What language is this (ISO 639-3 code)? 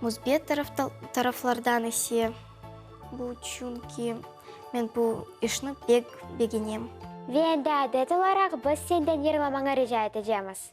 crh